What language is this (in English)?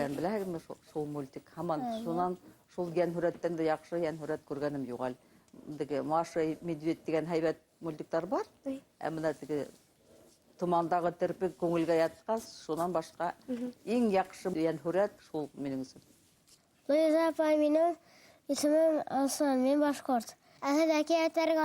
Bashkir